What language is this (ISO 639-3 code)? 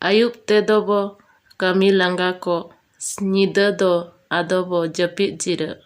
sat